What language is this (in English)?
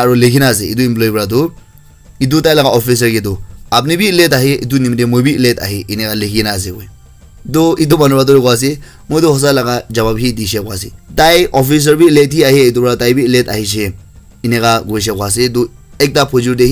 Naga Pidgin